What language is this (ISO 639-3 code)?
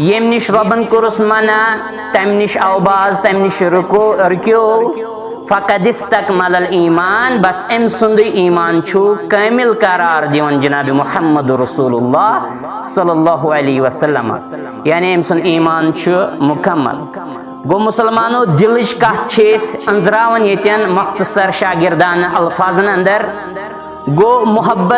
kas